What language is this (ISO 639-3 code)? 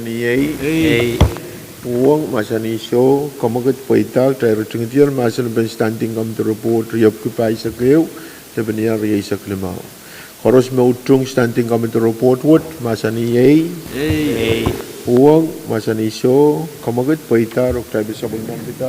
pon